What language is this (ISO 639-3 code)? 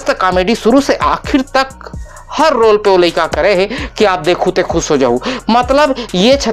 hne